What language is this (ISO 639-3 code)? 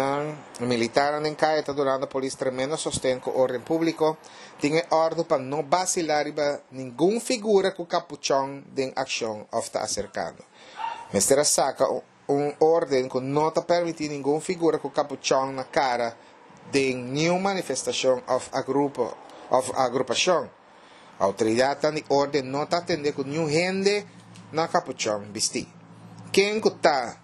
pap